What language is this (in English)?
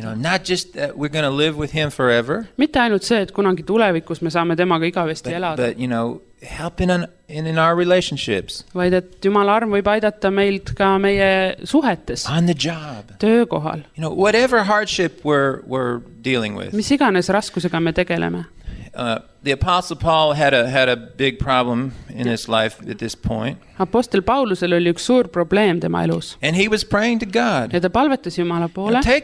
Estonian